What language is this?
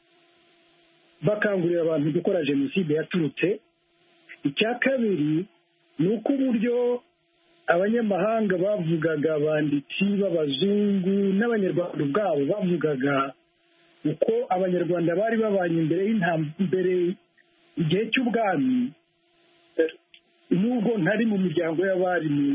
Kinyarwanda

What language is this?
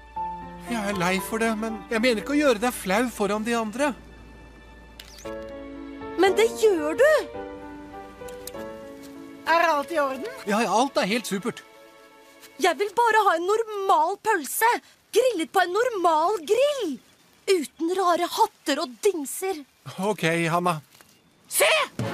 Norwegian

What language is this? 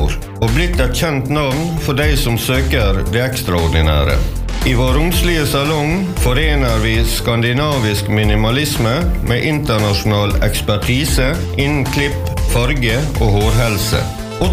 Norwegian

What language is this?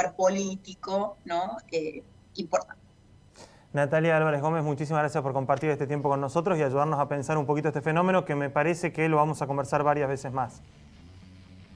Spanish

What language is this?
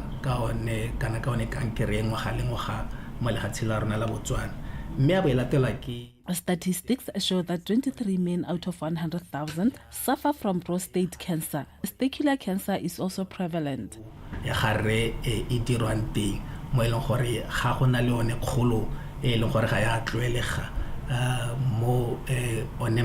Tswana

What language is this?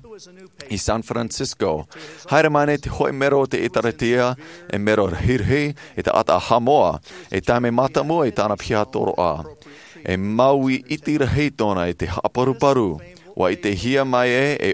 Tahitian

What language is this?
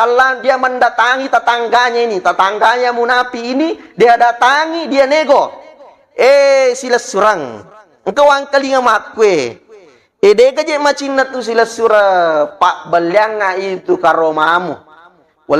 Buginese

